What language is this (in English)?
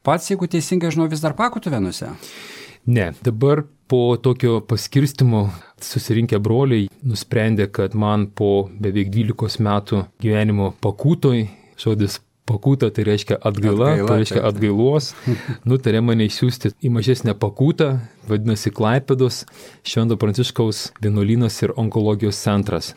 Lithuanian